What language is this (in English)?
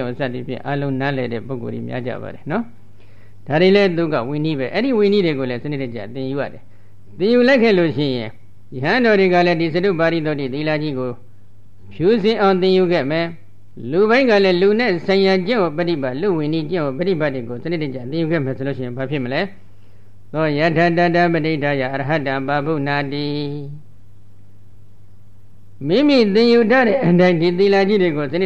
Burmese